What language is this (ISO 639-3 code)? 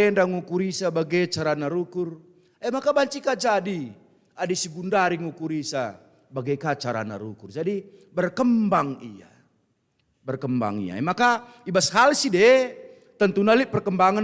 btx